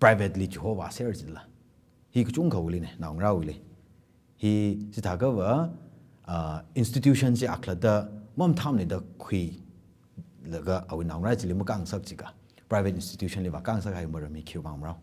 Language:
Tangkhul Naga (India)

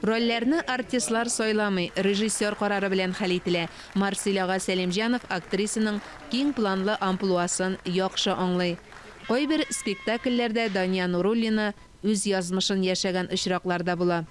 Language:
Tatar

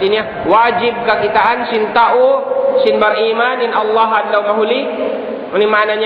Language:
Tausug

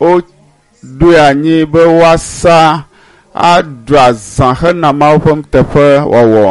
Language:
Ewe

